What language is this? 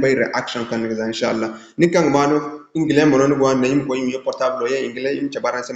Zarma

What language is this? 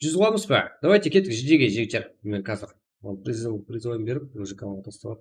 Kara-Kalpak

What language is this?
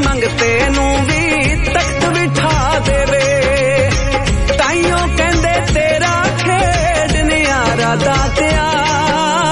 Punjabi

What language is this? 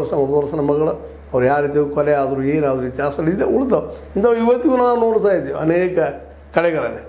Kannada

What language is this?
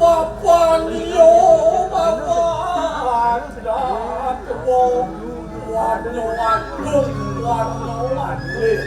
Balinese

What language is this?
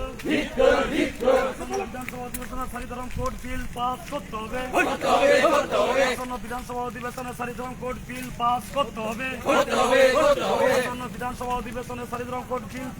Santali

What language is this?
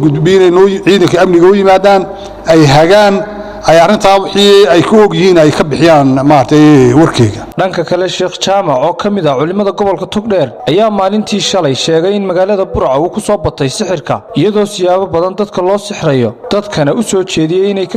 Somali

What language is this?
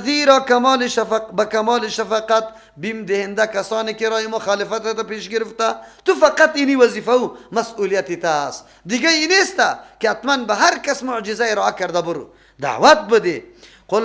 Persian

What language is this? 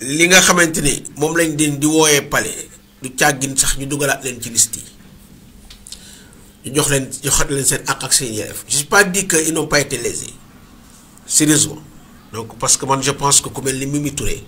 Wolof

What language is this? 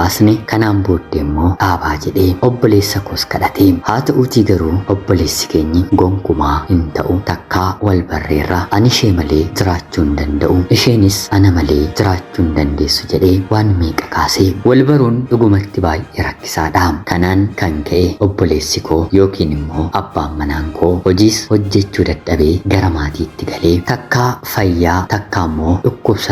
Oromo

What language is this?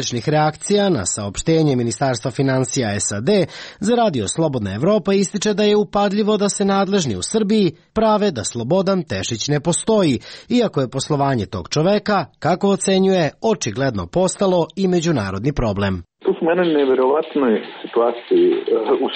Serbian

